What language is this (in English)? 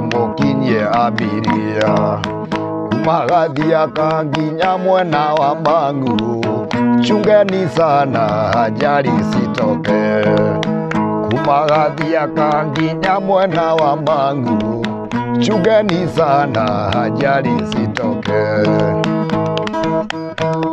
Kikuyu